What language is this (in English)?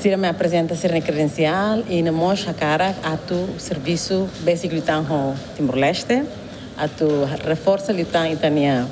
Tetum